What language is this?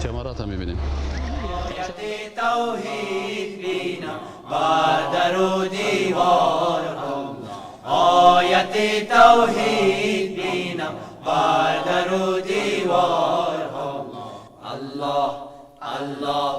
Persian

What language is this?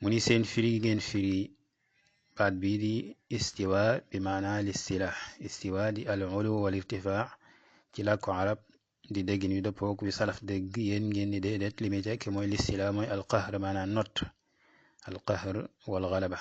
Wolof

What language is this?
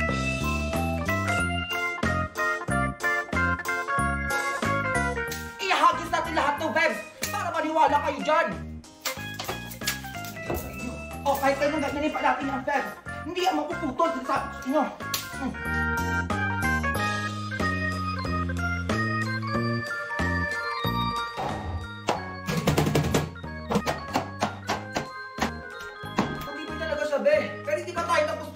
Filipino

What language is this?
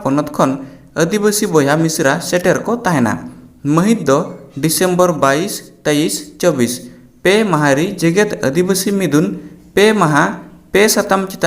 Santali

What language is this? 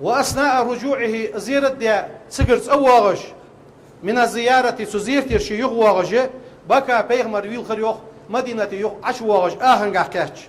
Ingush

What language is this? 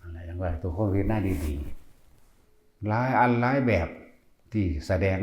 Northeastern Thai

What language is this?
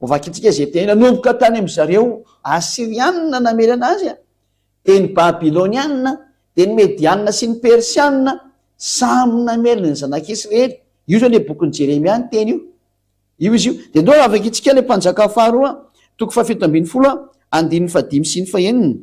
Malagasy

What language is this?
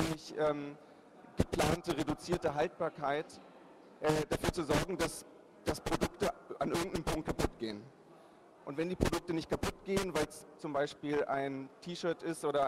German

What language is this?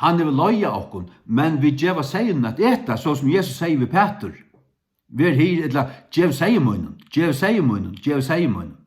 Faroese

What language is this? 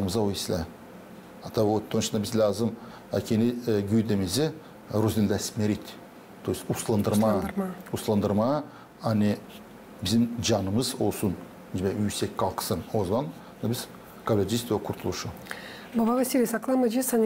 Gagauz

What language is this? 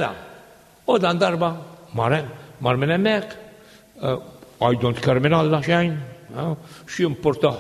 Maltese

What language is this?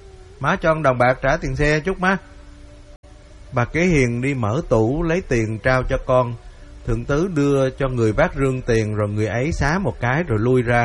Vietnamese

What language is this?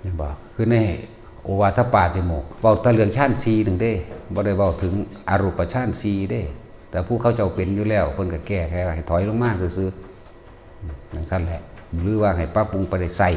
Northeastern Thai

